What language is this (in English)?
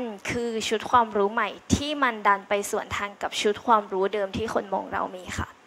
Thai